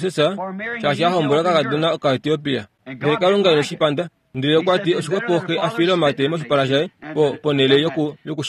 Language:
Kuanyama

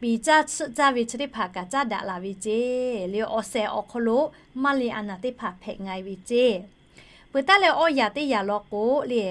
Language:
Lahu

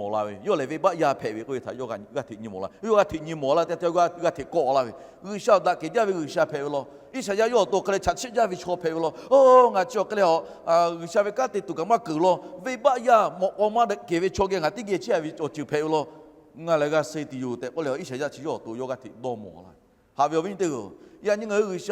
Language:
Lahu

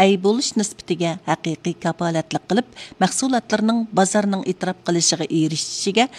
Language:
Uyghur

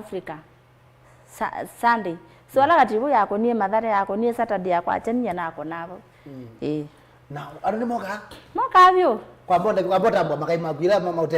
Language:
Kamba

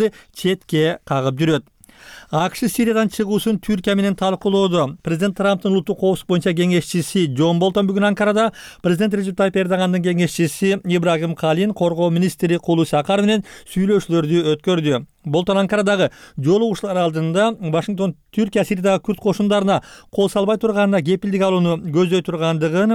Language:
Kyrgyz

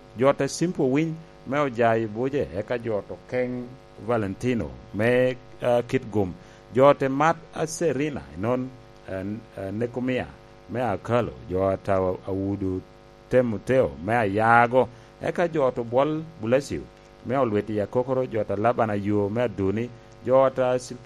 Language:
Lango (Uganda)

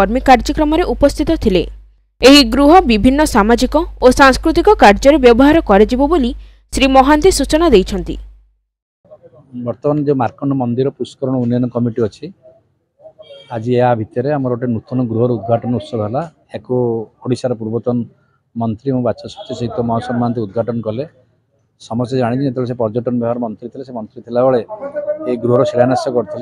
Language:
Odia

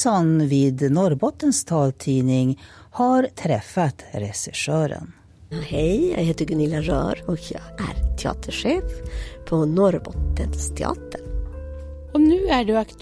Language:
Swedish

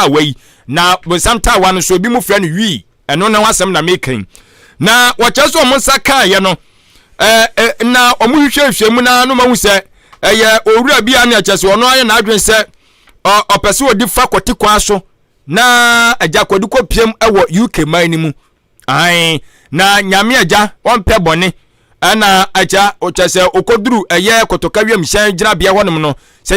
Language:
Akan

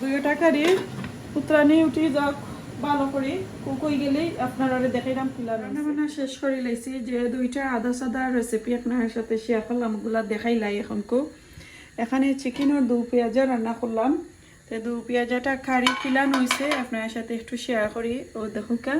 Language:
Sylheti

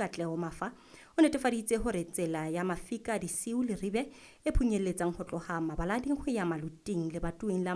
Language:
Southern Sotho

